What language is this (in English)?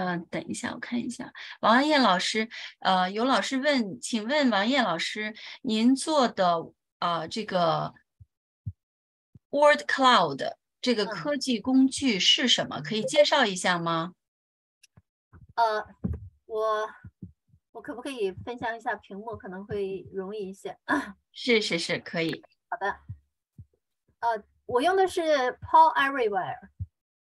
Chinese